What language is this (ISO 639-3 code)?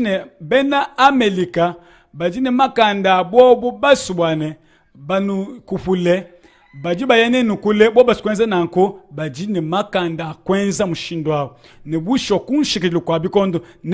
lua